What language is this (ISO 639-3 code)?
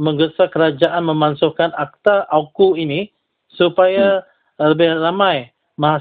msa